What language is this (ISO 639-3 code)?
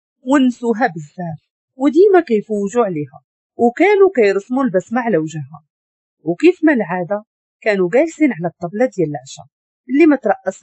ary